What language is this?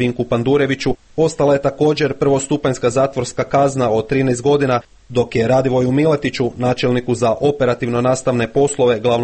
Croatian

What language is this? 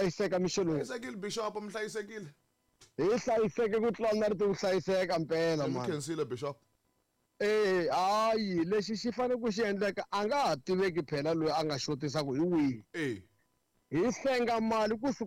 Tsonga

